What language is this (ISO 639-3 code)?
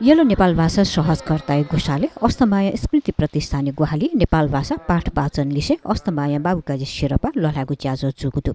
new